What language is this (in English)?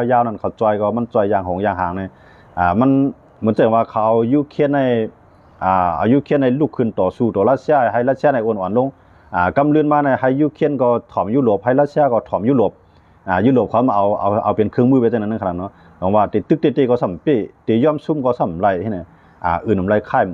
Shan